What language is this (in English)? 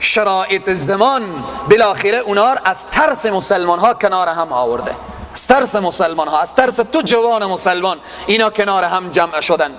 Persian